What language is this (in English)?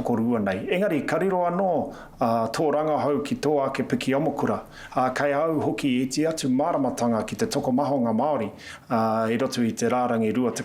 Māori